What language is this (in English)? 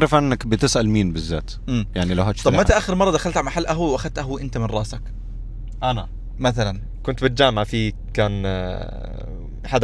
Egyptian Arabic